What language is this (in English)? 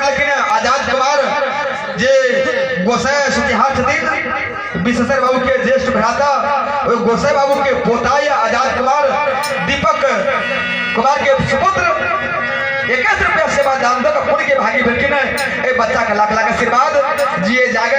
Maithili